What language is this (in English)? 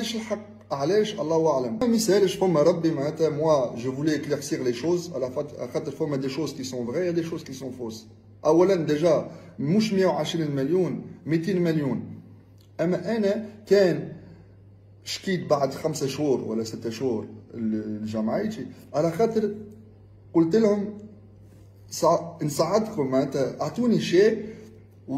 Tunisian Arabic